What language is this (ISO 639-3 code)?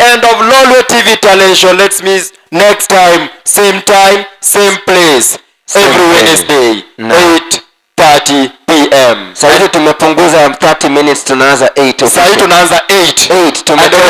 luo